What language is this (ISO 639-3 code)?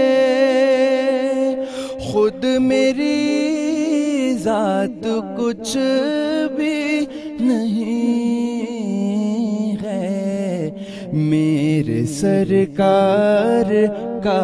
urd